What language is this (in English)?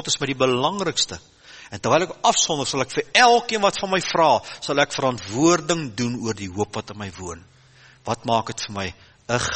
Afrikaans